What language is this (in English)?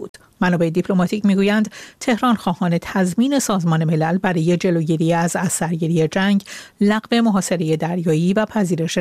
Persian